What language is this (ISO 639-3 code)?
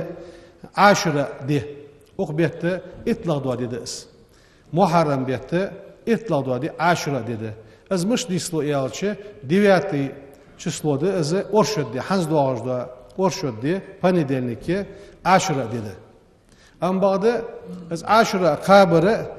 inh